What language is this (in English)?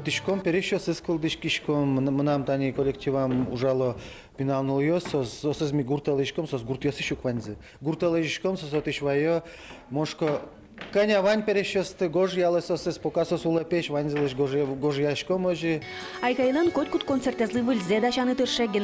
Udmurt